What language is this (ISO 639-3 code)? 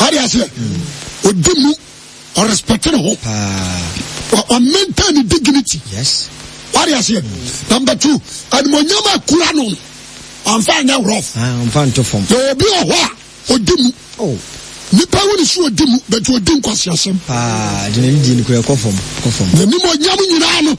aka